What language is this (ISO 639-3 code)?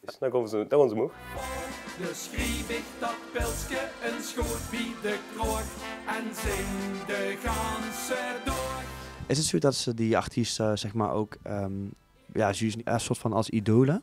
lim